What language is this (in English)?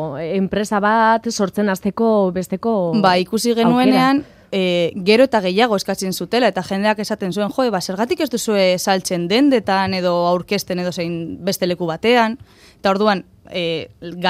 Basque